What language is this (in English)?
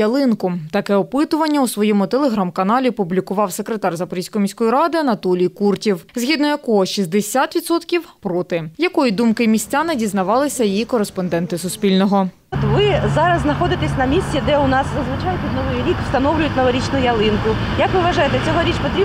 Ukrainian